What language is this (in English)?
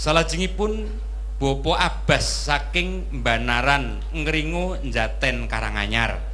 Javanese